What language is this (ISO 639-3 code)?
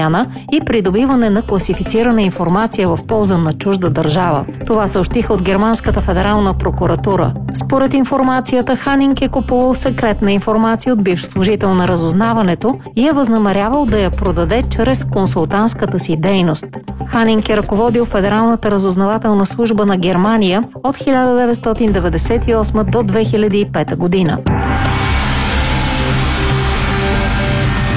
bul